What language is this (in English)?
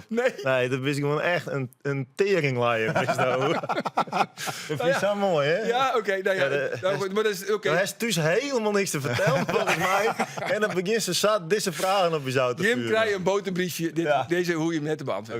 Western Frisian